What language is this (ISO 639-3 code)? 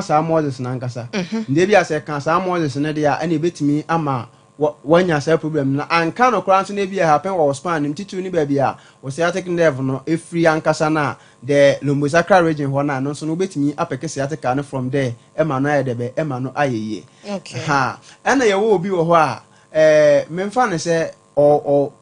aka